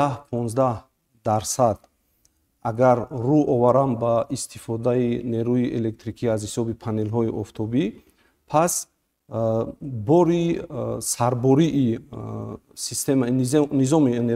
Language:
Tajik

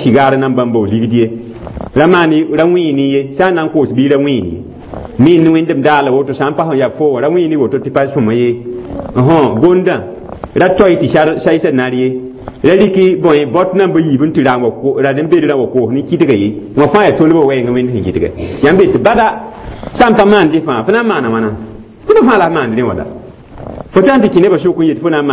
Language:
Mossi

